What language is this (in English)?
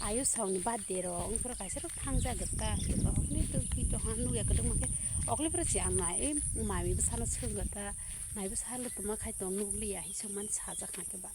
Kok Borok